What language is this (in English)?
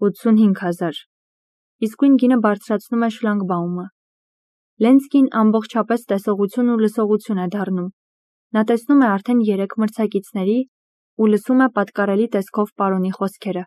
Armenian